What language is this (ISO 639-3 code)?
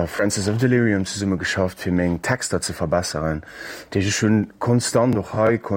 ltz